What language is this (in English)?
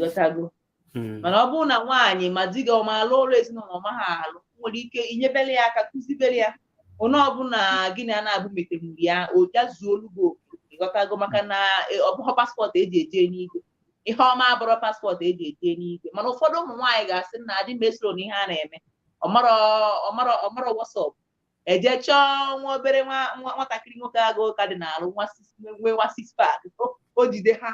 Igbo